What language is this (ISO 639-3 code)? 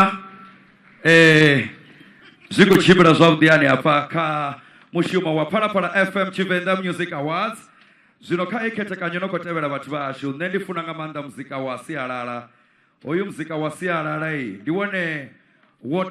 ven